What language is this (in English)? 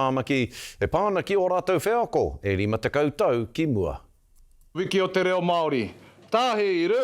Māori